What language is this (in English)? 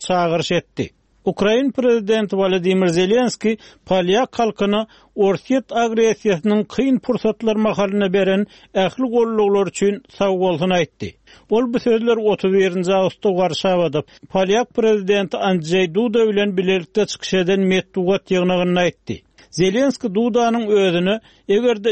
Turkmen